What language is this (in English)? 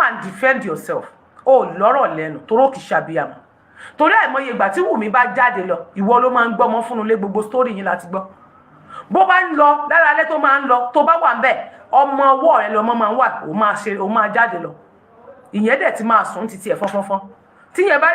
Yoruba